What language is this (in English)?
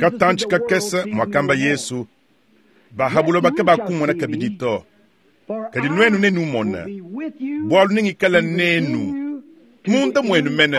Luba-Lulua